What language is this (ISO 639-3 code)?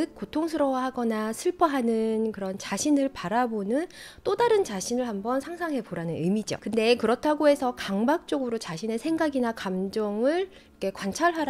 kor